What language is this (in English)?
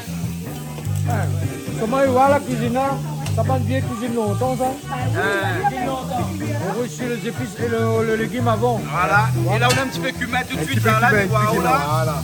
Réunion Creole French